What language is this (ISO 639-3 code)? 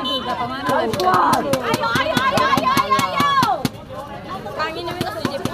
abs